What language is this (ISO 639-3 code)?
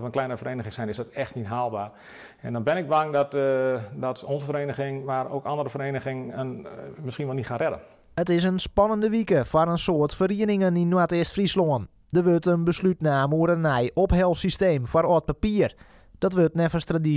fry